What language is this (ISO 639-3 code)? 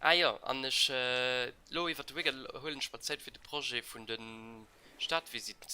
ltz